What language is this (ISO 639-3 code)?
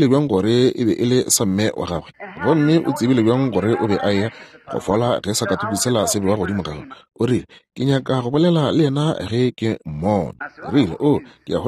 nso